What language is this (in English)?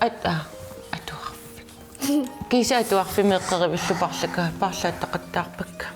Kalaallisut